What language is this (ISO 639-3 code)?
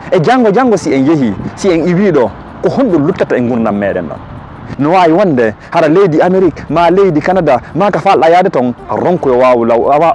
ful